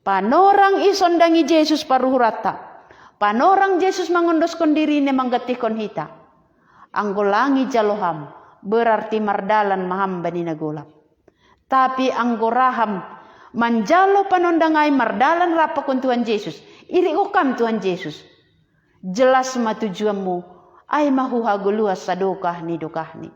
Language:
Batak Simalungun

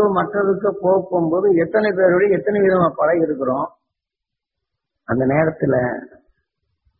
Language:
Tamil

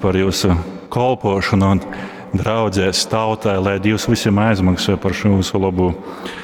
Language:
Latgalian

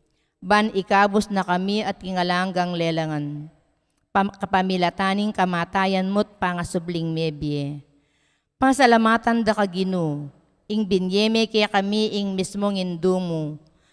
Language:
Pampanga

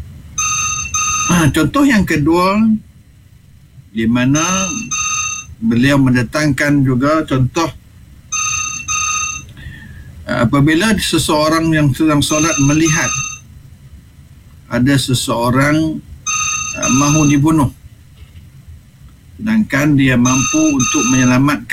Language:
Malay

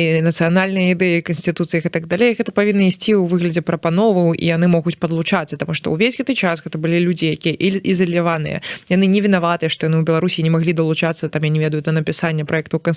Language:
Belarusian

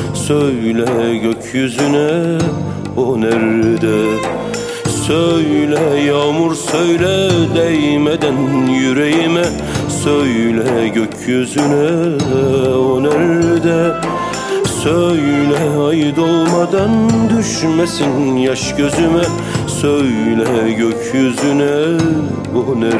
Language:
Turkish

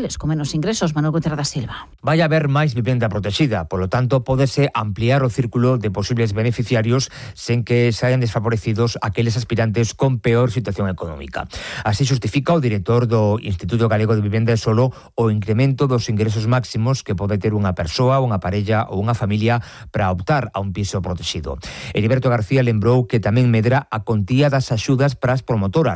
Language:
Galician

